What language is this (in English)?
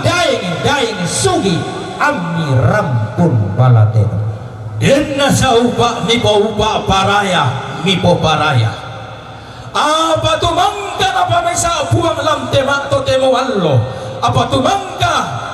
Toraja-Sa'dan